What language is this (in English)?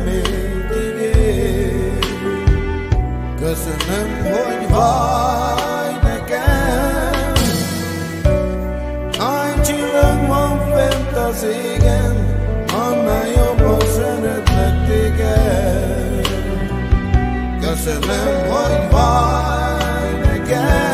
Hungarian